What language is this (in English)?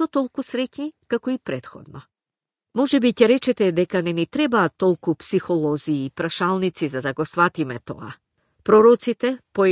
Macedonian